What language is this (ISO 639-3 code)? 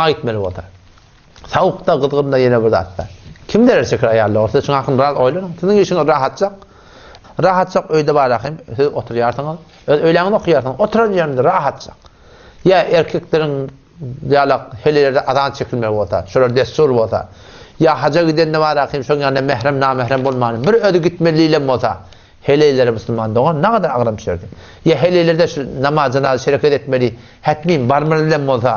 tuk